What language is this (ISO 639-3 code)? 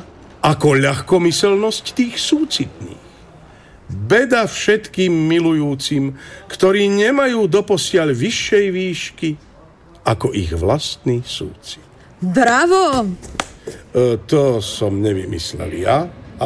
slk